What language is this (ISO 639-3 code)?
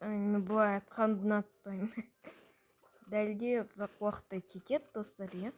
kaz